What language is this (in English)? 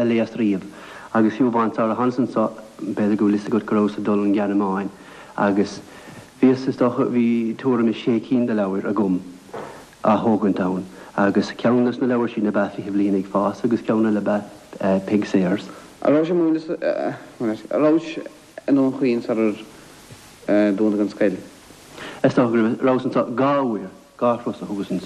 Irish